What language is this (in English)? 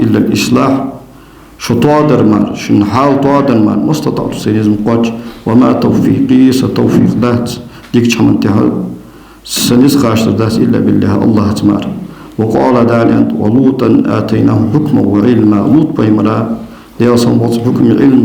Ingush